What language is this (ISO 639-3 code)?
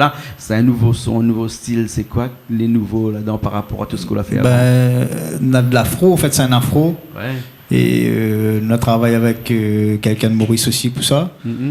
rcf